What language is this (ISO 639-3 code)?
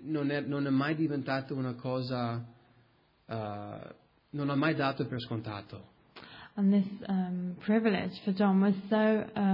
ita